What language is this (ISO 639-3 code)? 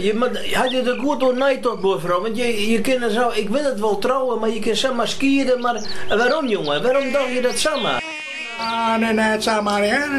fry